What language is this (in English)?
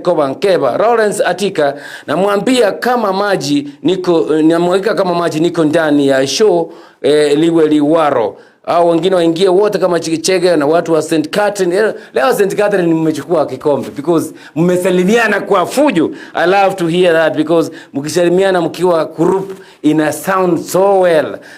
Gusii